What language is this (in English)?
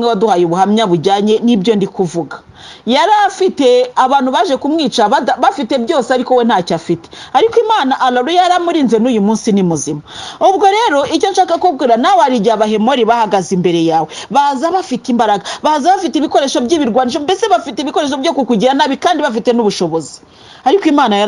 Kinyarwanda